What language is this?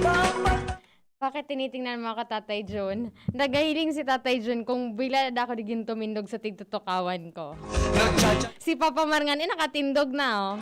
Bikol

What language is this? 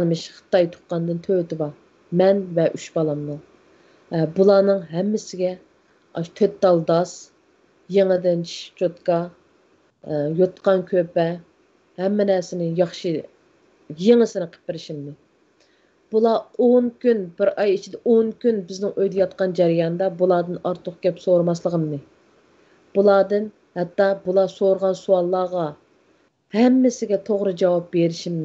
Uyghur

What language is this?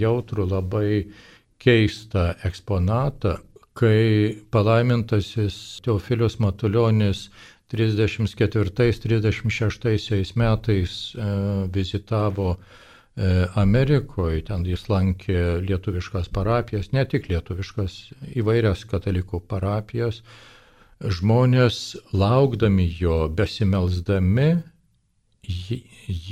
Lithuanian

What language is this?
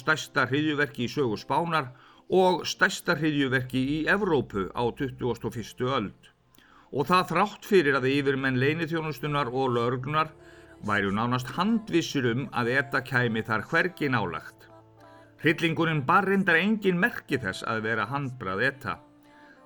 Icelandic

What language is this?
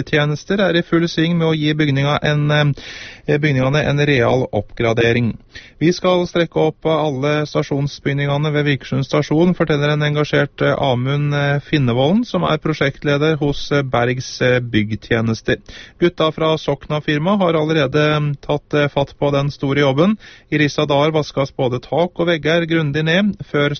Norwegian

